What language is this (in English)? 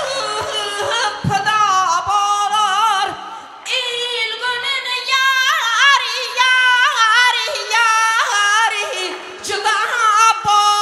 Kara-Kalpak